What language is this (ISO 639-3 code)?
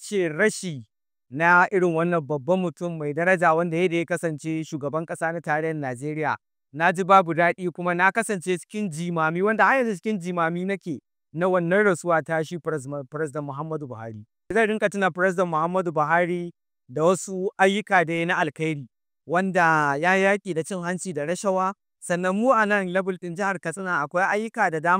hau